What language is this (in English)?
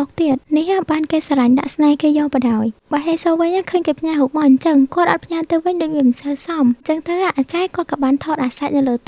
Khmer